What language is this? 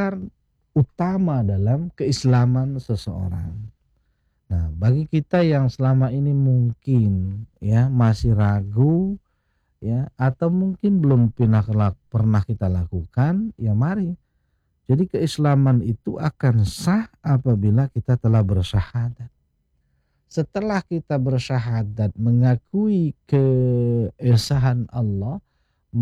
Indonesian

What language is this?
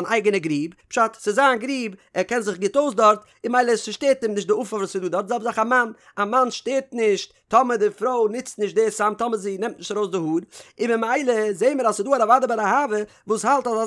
Yiddish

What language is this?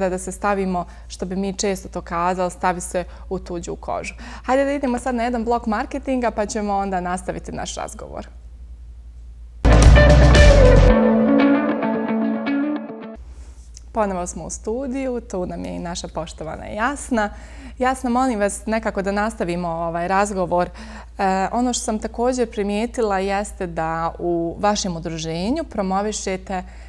Bosnian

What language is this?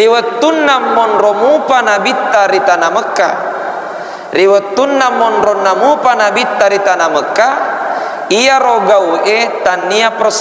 Buginese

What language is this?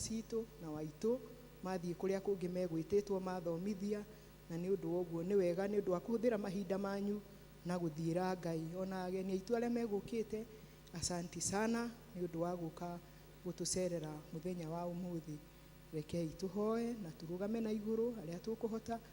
Kikuyu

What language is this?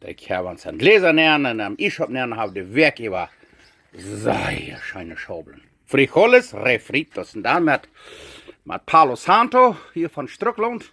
Plautdietsch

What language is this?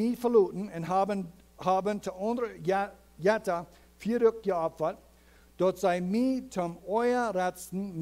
Plautdietsch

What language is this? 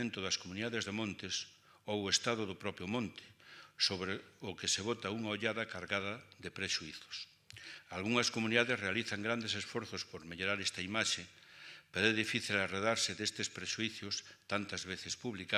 Galician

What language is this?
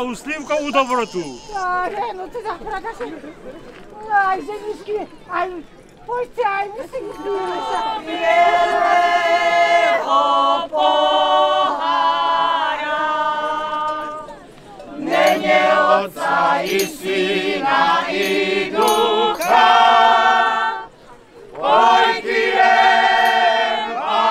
Slovak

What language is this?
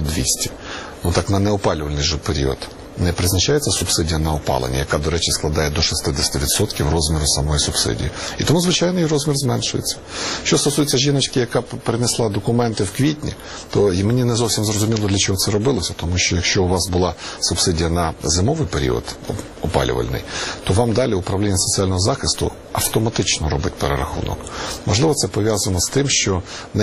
Ukrainian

